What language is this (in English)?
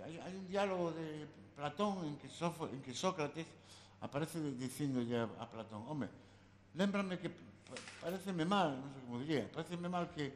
Galician